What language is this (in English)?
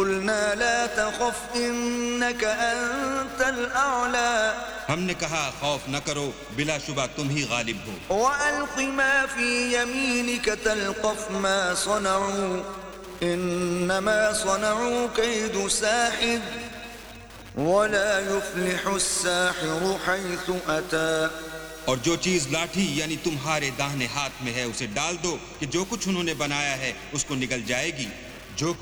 Urdu